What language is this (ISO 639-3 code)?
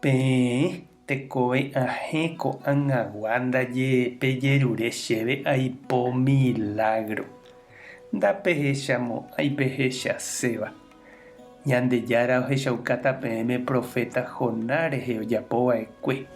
grn